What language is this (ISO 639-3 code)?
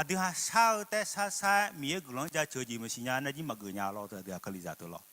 ahk